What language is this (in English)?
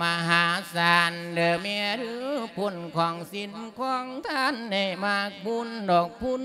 Lao